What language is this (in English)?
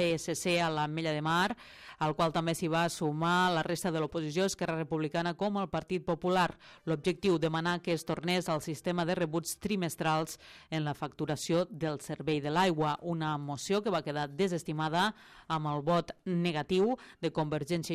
Catalan